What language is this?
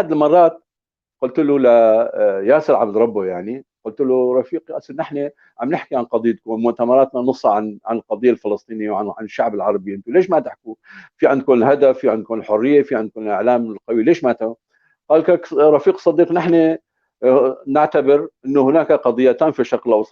North Levantine Arabic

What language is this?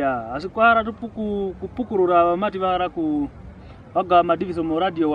Kwangali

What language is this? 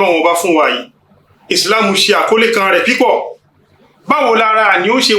Yoruba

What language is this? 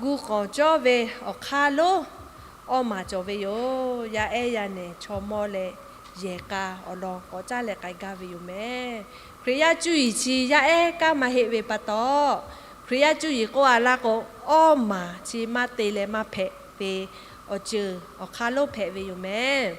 Lahu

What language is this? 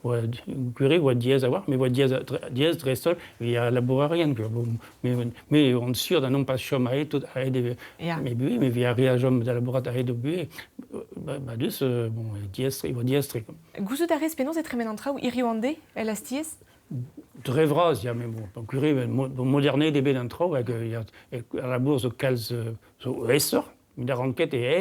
Breton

